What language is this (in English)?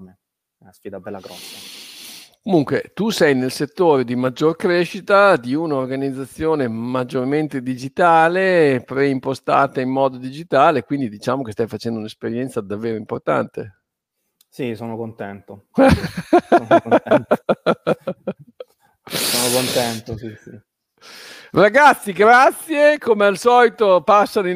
Italian